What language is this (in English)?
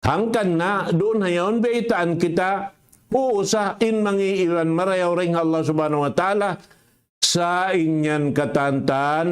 Tausug